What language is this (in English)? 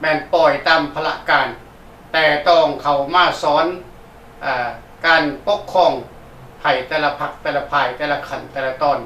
Lao